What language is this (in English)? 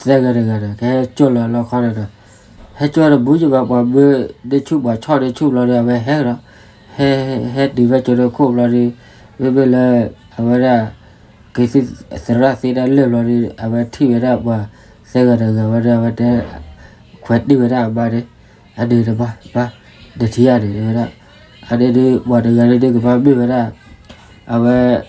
S'gaw Karen